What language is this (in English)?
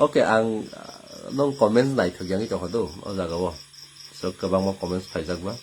Kok Borok